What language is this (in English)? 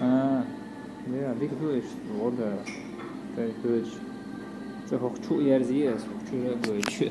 Chechen